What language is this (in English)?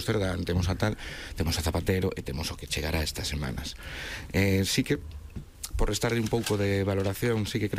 Galician